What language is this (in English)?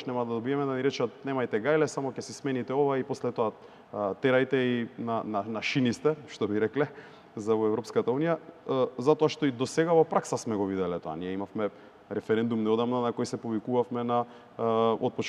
Macedonian